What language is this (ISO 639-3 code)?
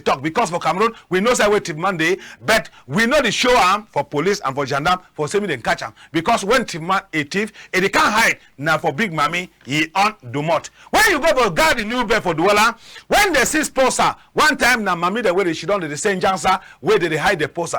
wes